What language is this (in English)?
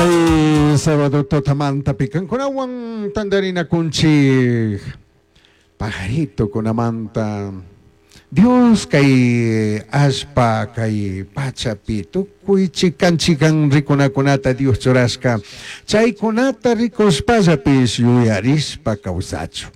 Chimborazo Highland Quichua